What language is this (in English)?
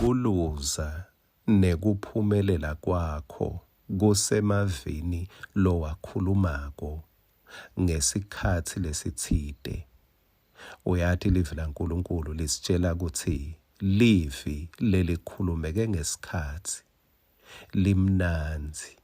Swati